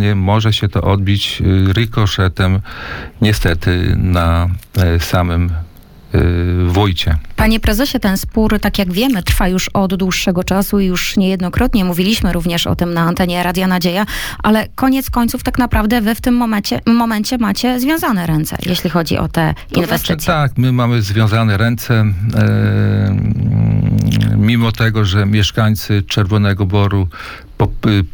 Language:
Polish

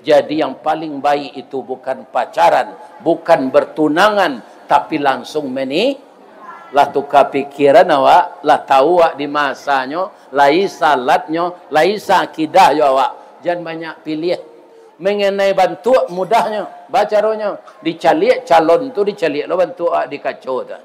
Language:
Minangkabau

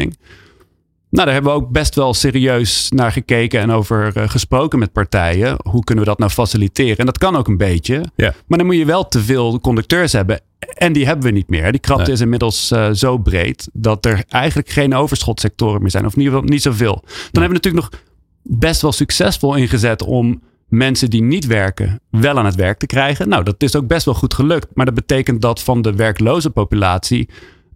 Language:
Dutch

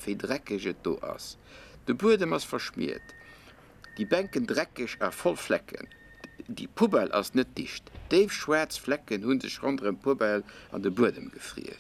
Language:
Luxembourgish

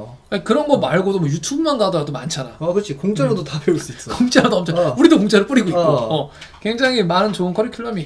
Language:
Korean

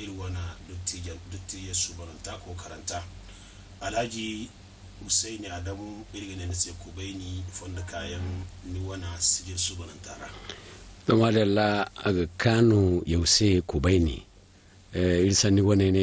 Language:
Zarma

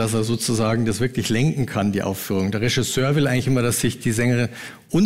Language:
Swiss German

